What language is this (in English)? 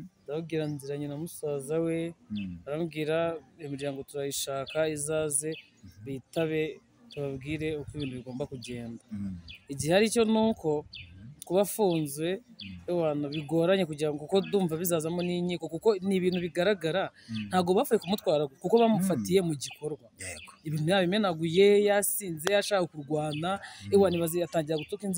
Kinyarwanda